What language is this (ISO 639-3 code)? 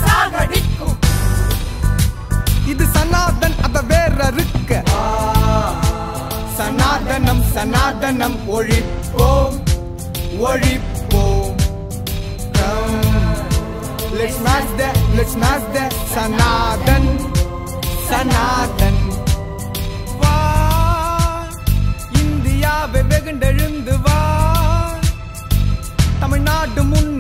tam